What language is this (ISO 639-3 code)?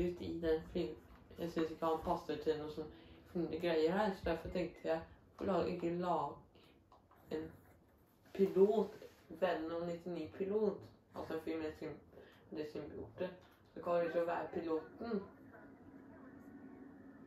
nor